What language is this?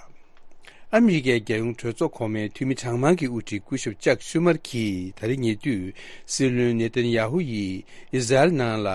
Tibetan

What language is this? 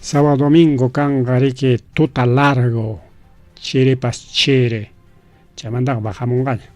Ayacucho Quechua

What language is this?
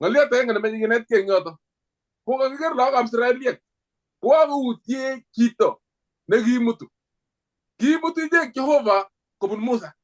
Kalenjin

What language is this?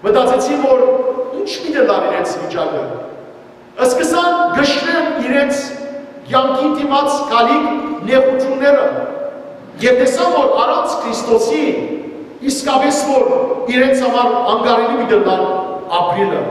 Western Armenian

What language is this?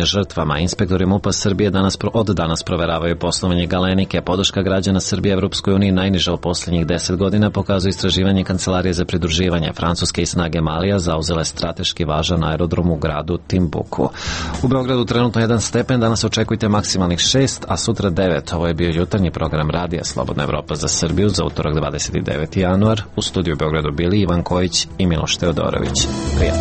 Serbian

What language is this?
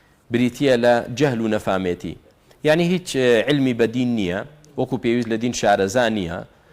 Central Kurdish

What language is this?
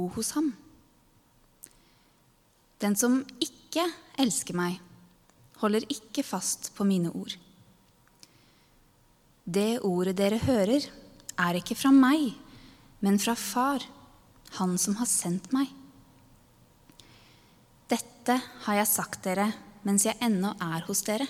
Norwegian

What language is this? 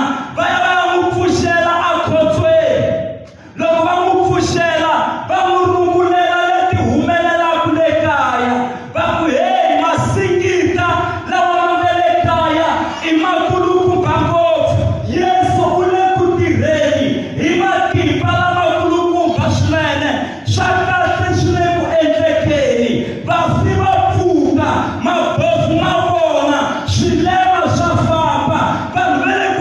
Tsonga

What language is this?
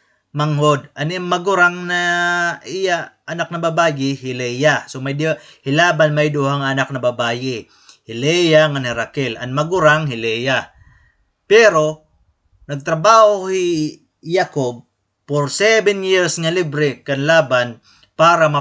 Waray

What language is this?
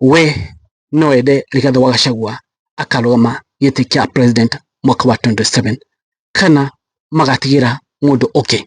Kikuyu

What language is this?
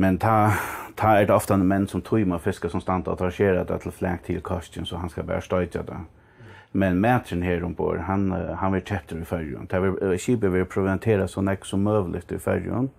Faroese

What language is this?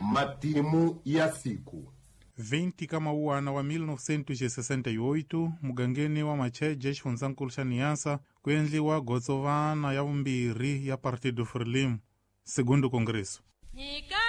Tsonga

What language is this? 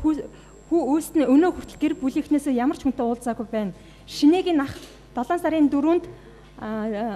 Mongolian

